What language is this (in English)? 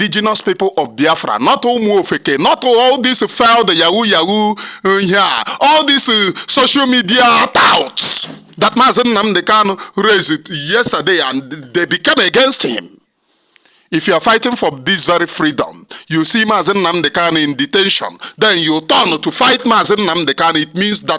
Igbo